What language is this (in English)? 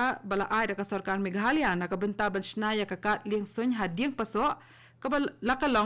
Khasi